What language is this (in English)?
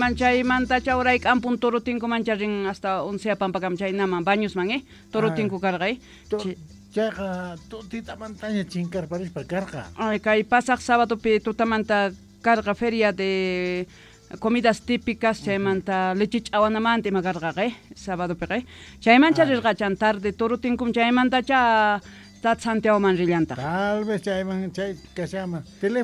South Bolivian Quechua